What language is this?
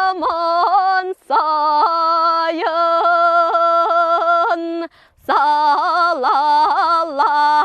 Yakut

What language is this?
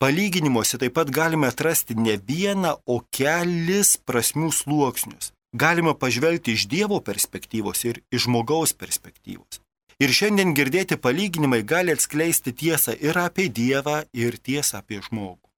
Lithuanian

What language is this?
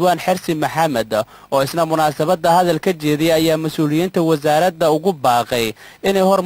Somali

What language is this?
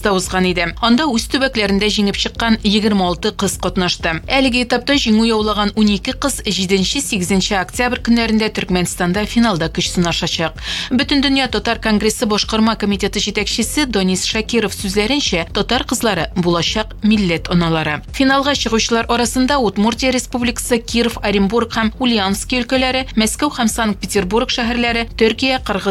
Tatar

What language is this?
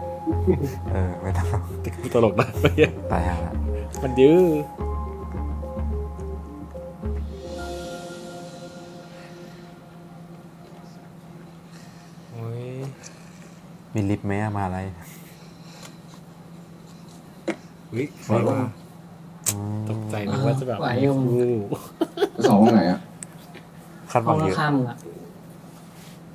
Thai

